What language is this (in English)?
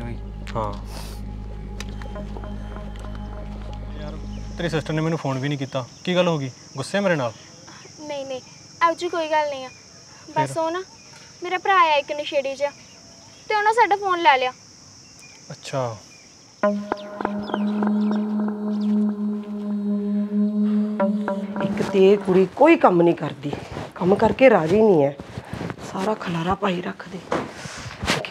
Punjabi